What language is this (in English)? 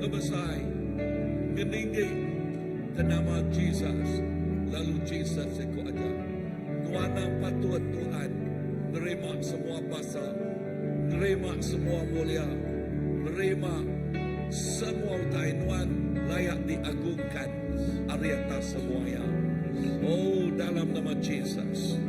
Iban